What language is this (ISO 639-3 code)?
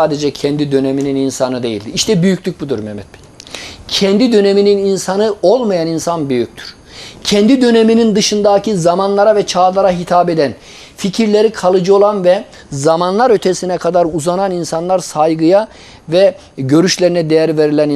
tur